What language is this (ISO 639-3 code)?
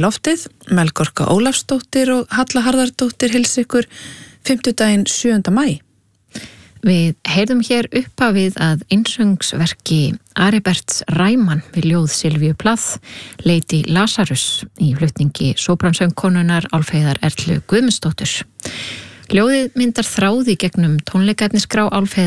isl